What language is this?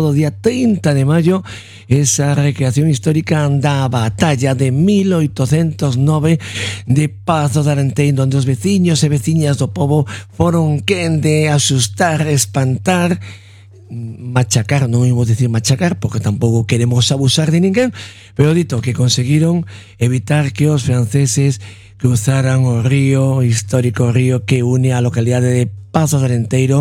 Galician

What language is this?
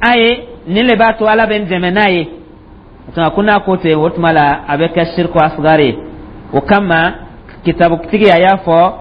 Dyula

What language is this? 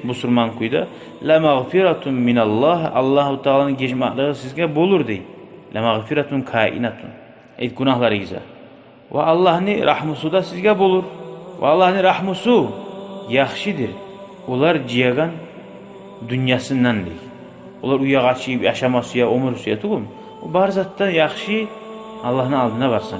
Kumyk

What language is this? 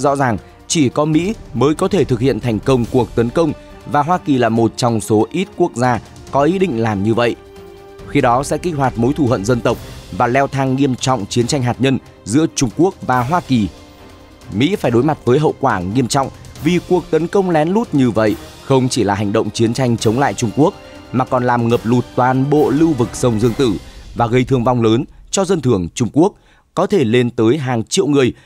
Vietnamese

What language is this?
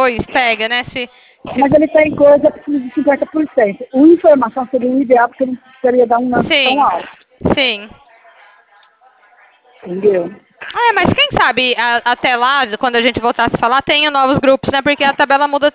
Portuguese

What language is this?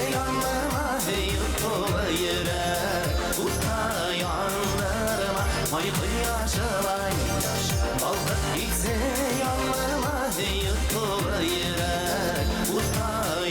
Bashkir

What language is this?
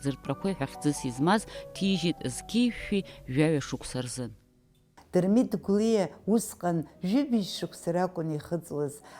Abkhazian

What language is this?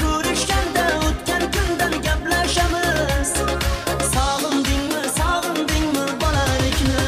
Turkmen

